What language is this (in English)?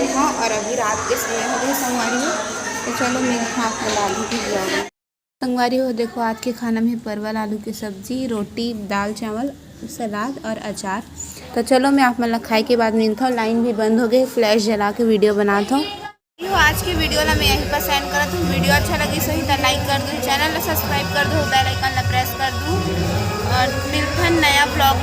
Chhattisgarhi